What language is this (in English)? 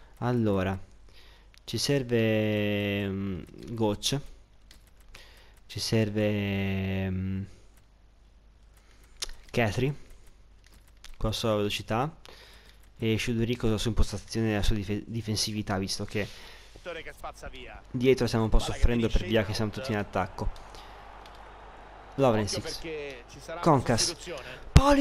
Italian